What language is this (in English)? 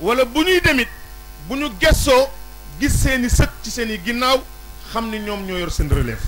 Wolof